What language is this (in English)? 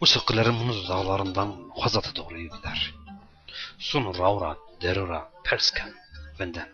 Zaza